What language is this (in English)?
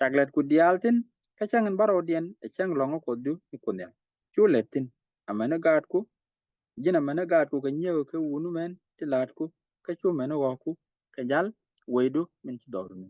Nuer